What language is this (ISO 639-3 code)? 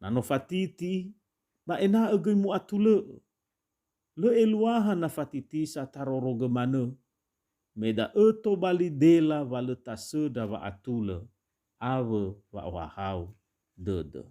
nia